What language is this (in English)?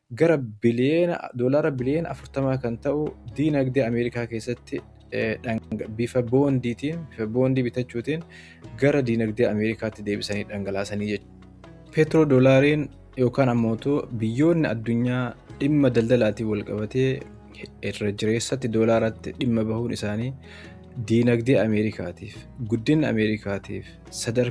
Oromo